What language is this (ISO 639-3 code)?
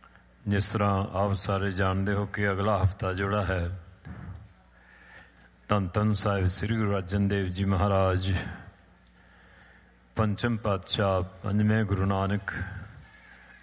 pan